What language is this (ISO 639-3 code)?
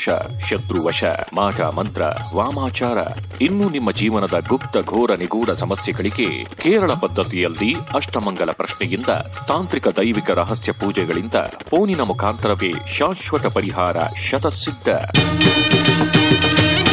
kan